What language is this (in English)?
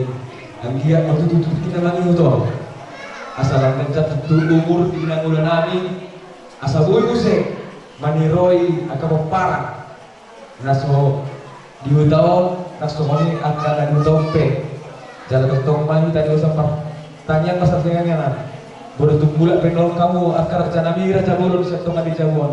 Batak Toba